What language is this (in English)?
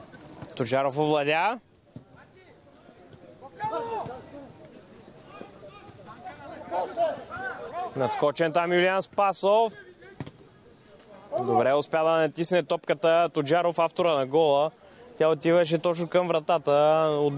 Bulgarian